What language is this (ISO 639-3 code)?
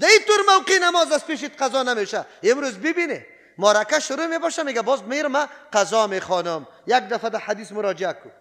fas